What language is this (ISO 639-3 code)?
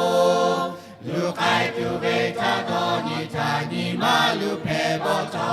lhu